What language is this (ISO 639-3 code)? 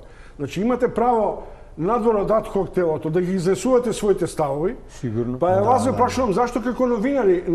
mkd